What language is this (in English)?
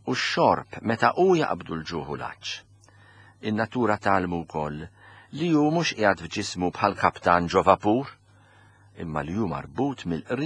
Maltese